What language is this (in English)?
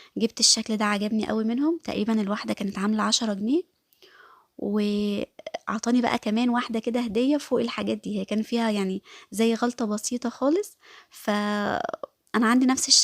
Egyptian Arabic